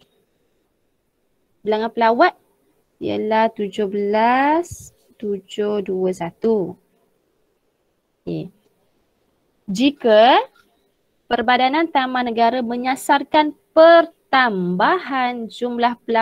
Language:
Malay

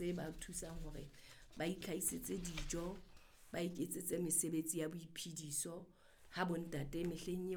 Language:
Southern Sotho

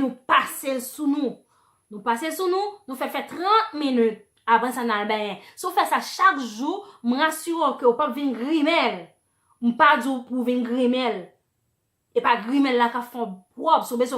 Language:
Haitian Creole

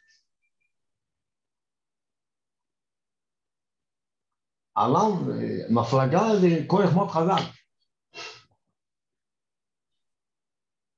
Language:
Hebrew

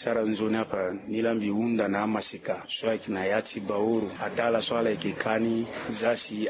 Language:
Sango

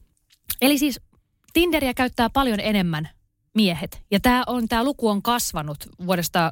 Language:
Finnish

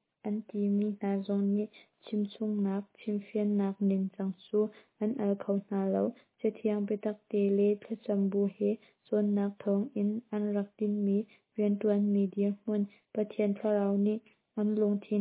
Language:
Hakha Chin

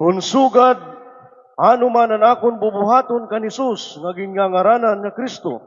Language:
Waray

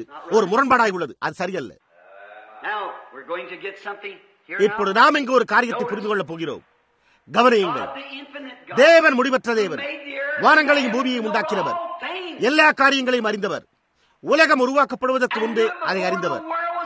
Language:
Tamil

